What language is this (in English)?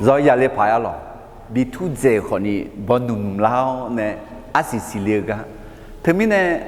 Akha